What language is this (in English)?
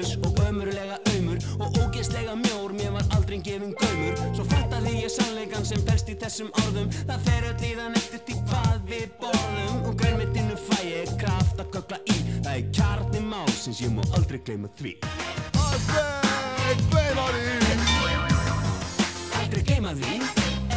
Icelandic